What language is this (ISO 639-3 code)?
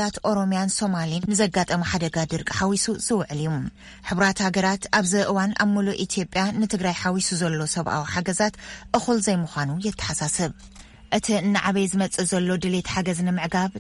tir